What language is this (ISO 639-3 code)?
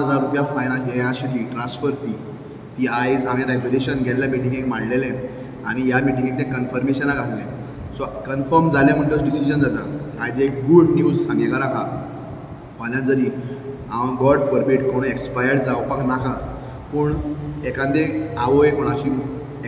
kok